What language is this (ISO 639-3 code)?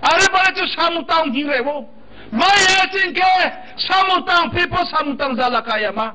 ria